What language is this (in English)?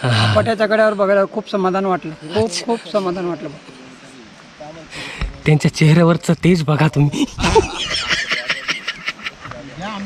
Marathi